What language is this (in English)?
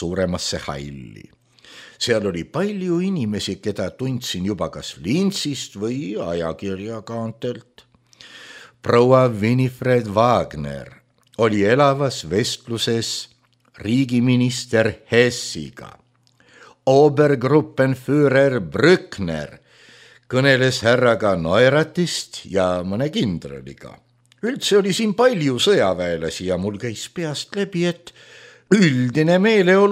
Estonian